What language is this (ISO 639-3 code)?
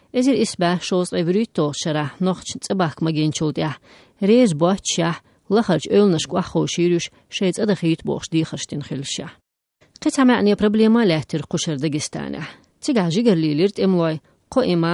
che